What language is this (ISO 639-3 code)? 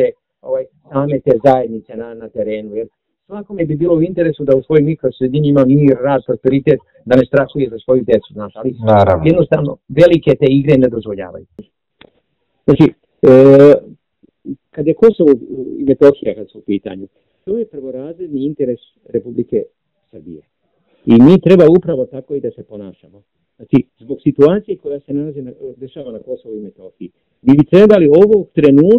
srp